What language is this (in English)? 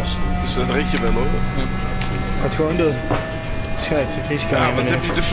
Dutch